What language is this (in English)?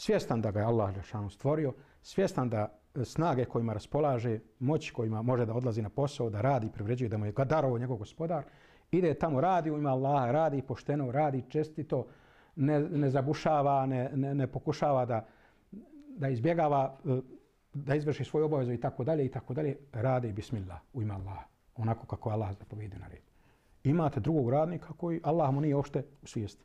Bosnian